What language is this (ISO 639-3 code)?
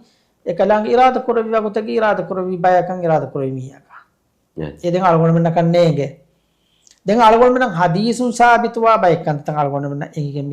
div